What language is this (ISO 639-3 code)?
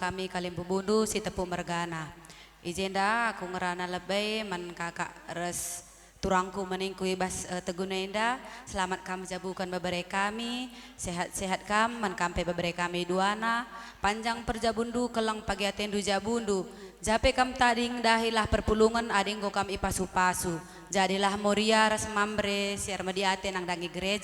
btx